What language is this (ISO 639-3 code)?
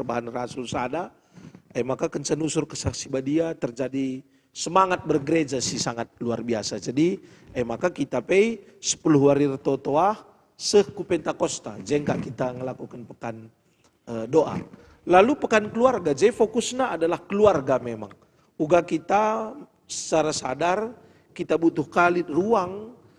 btx